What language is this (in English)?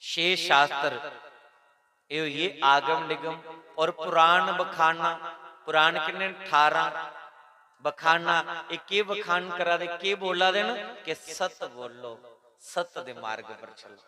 Dogri